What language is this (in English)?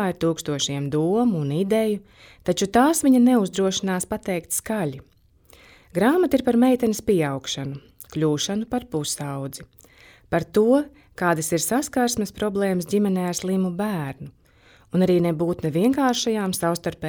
Latvian